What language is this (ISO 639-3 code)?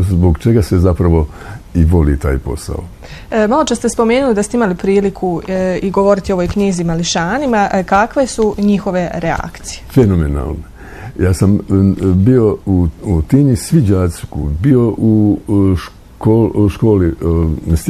bos